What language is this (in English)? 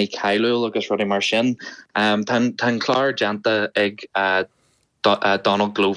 Irish